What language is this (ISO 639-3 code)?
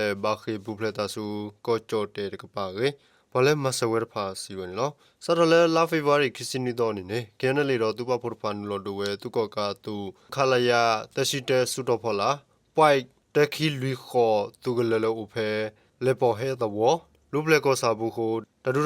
ksw